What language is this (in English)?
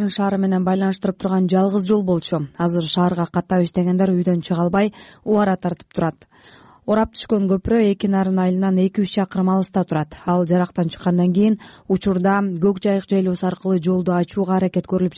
Kyrgyz